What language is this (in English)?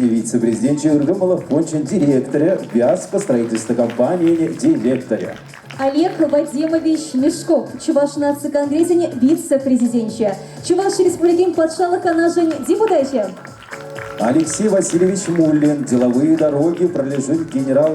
Chuvash